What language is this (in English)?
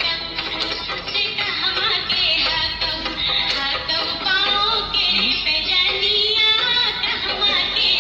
Magahi